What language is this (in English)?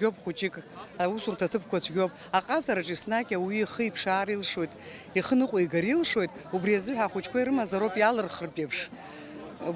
Abkhazian